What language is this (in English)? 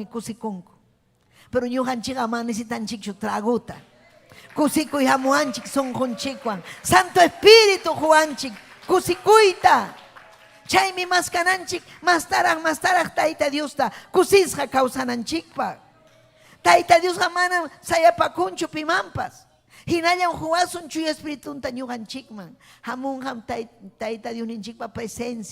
Ayacucho Quechua